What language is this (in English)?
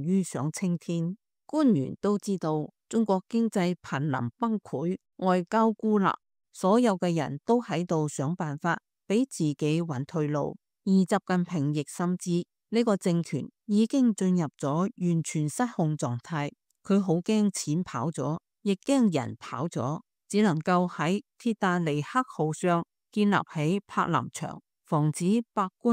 Cantonese